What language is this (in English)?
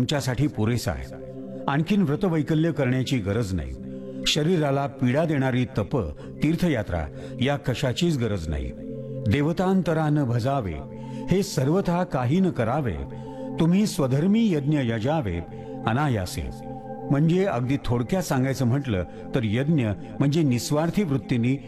Marathi